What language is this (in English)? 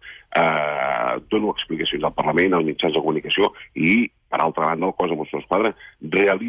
Catalan